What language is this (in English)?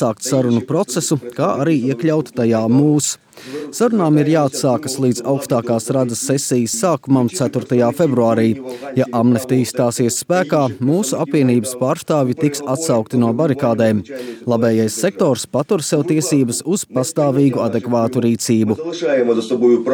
Latvian